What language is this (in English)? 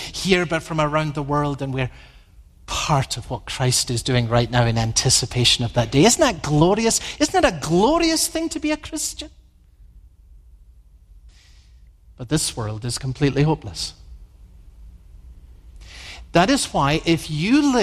English